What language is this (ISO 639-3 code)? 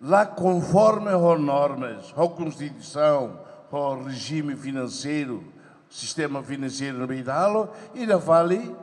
tet